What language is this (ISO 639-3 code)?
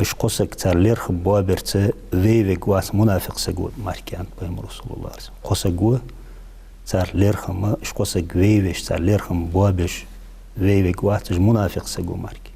inh